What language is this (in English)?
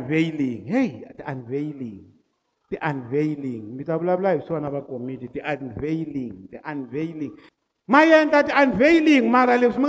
Tsonga